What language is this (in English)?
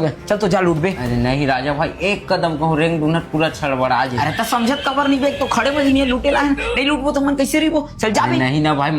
Chhattisgarhi